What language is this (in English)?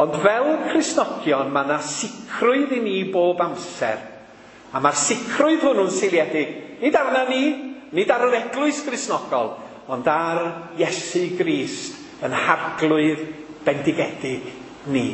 Welsh